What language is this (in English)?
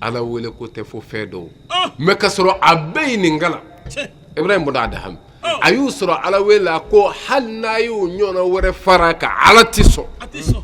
Bambara